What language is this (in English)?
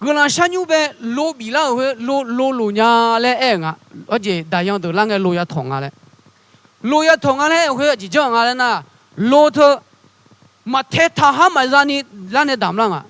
Akha